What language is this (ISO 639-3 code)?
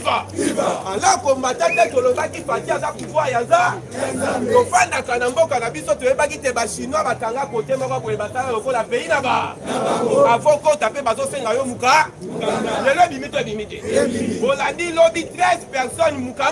lin